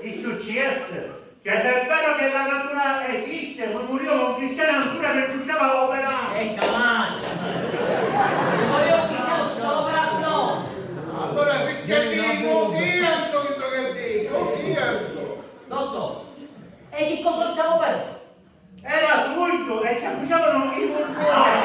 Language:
Sicilian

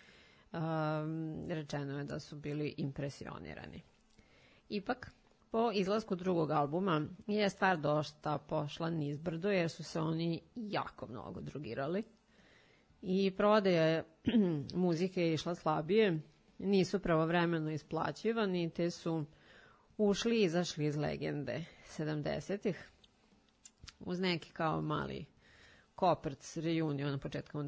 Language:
Serbian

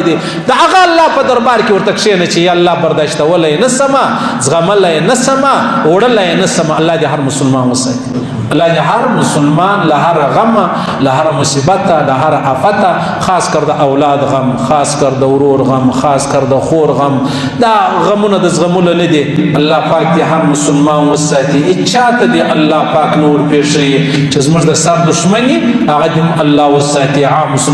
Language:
Pashto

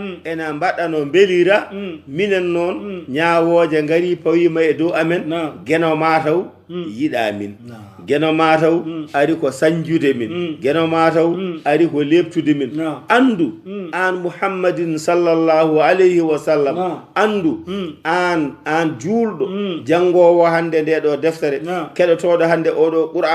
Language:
Fula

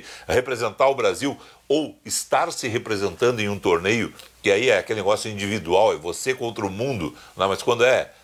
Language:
Portuguese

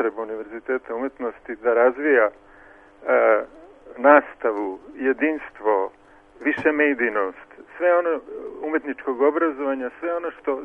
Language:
Serbian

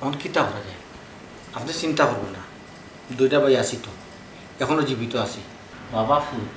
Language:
Sylheti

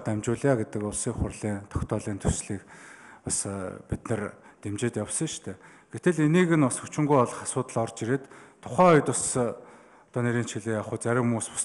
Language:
Mongolian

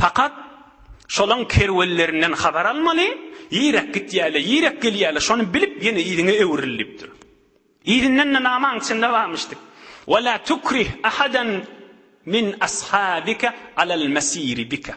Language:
Turkmen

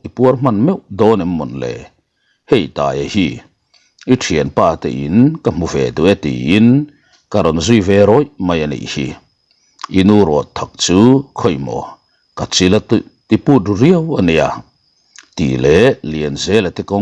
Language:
Mizo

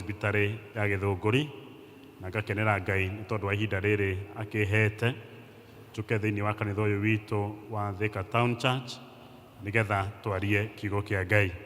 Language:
Kikuyu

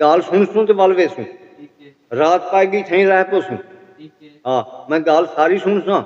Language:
Saraiki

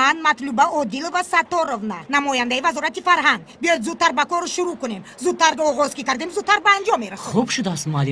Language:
Tajik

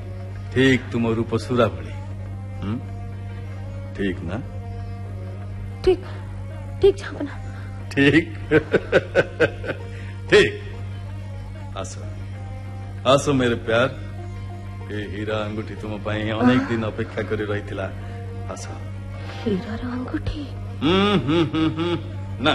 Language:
Odia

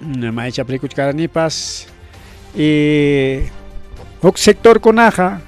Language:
Ayacucho Quechua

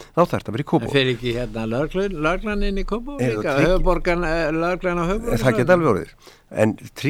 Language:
Icelandic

